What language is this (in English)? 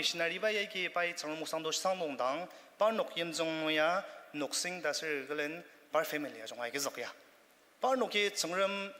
Ao Naga